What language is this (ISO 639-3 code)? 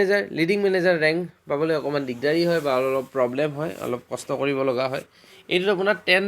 asm